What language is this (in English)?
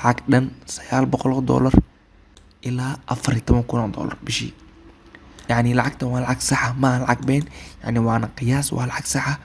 Somali